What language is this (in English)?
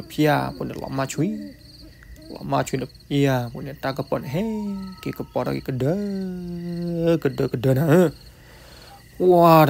S'gaw Karen